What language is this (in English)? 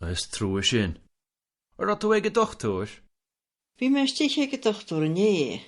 Irish